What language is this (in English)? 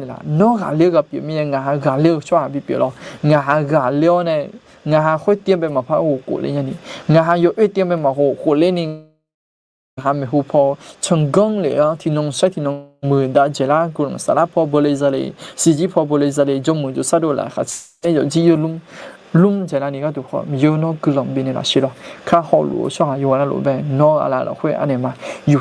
Akha